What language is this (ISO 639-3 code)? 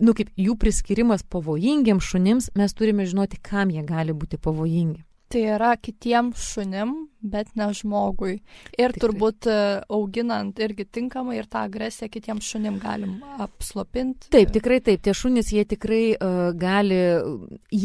lit